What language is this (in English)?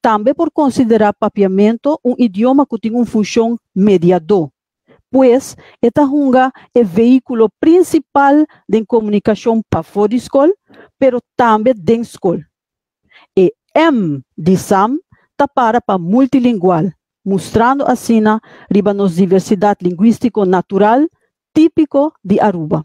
Papiamento